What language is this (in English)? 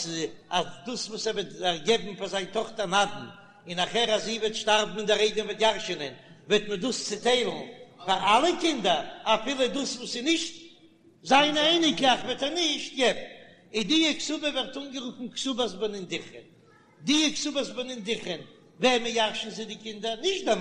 Yiddish